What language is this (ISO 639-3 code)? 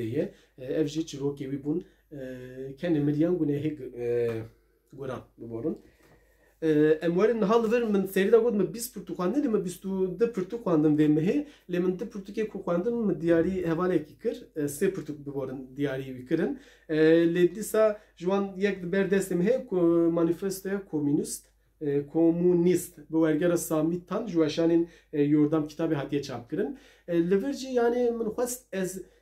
kur